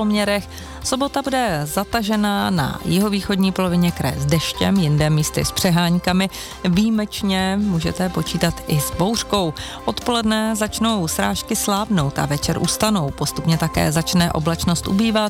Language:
Czech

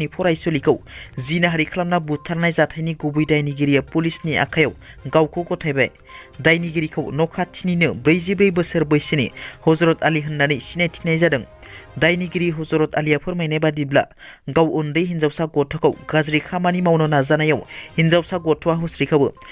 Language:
Bodo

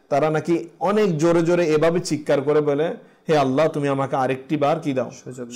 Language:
Bangla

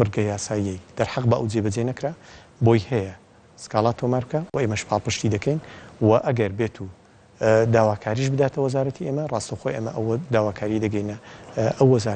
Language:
Central Kurdish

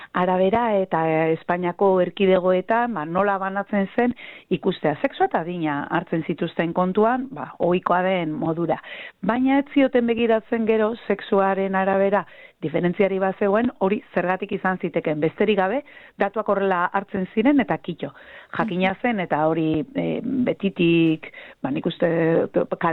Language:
Basque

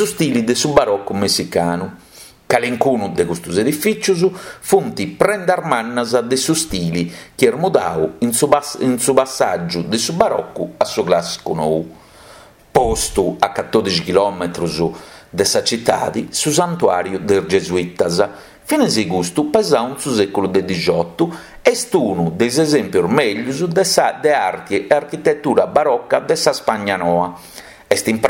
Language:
Sardinian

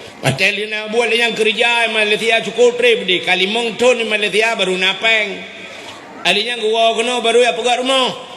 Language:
Achinese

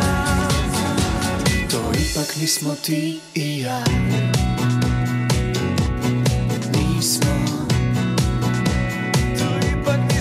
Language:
Croatian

